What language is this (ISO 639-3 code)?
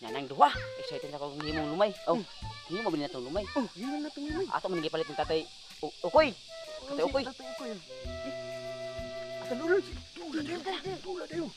ceb